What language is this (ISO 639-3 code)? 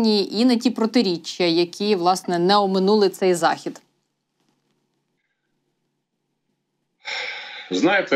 ukr